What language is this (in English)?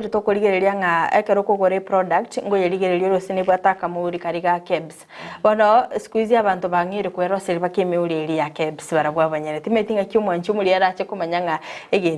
Gusii